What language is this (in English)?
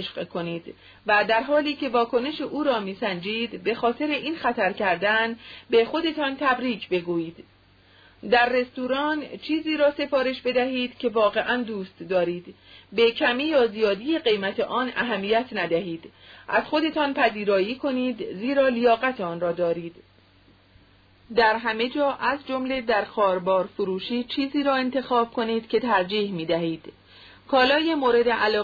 Persian